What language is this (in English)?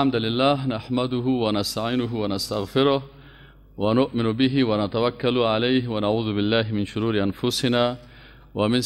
Persian